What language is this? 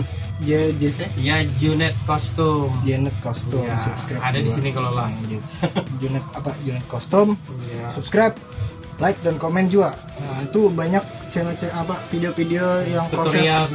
Banjar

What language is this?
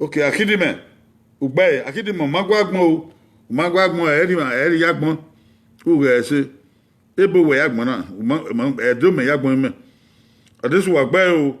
Bini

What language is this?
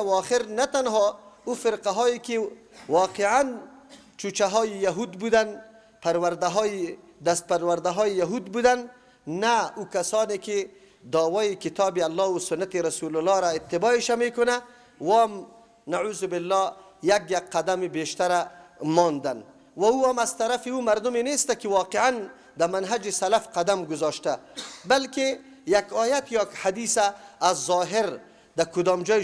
Persian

